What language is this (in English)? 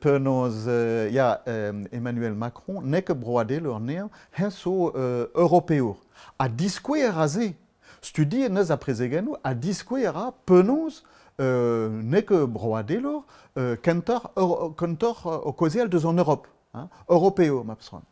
Breton